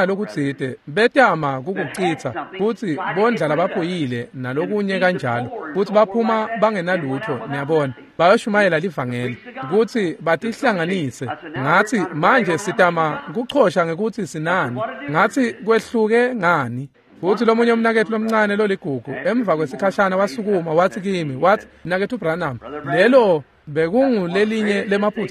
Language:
Swati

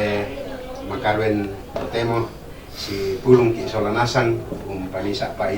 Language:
Toraja-Sa'dan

